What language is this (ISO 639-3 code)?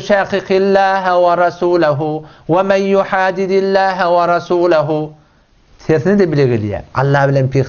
tuk